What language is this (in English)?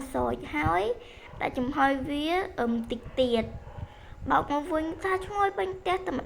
Khmer